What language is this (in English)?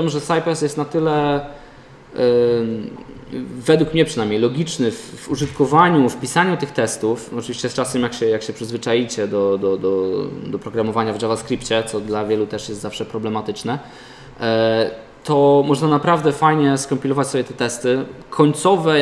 Polish